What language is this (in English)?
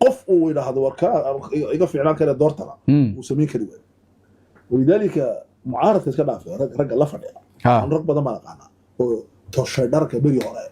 Somali